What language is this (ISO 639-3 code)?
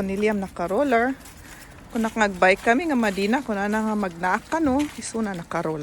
ilo